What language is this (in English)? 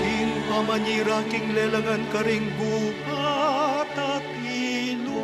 Pampanga